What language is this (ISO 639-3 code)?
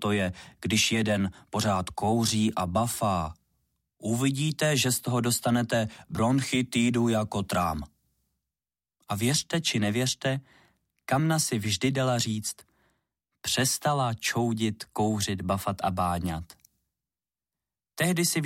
ces